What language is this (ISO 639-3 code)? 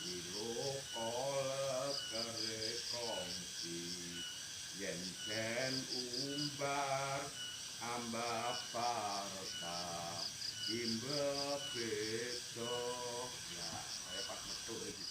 jav